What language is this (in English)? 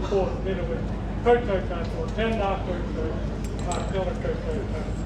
Māori